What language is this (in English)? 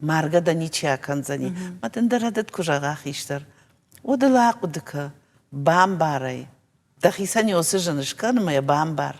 Ossetic